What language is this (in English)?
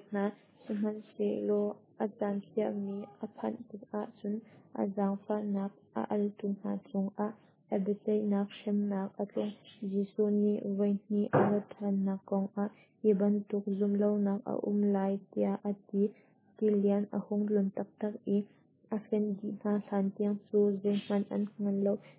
Hakha Chin